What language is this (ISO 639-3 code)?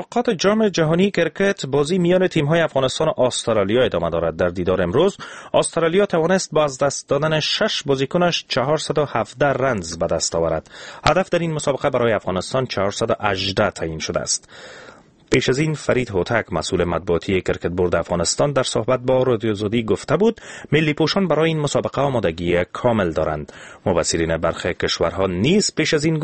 fas